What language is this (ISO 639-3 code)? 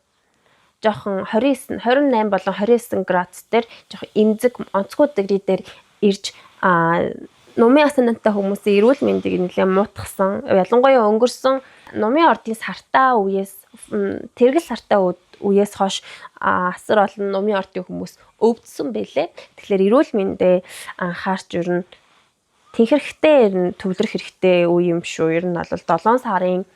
mon